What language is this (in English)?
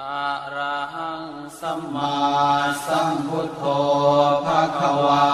Pali